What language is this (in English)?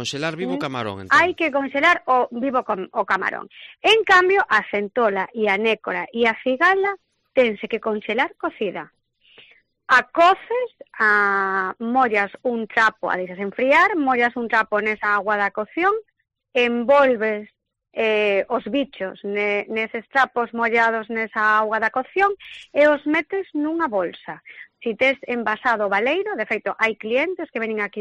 Galician